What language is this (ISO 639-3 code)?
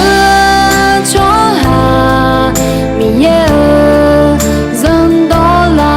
ahk